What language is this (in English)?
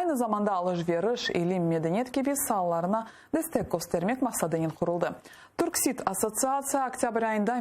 Crimean Tatar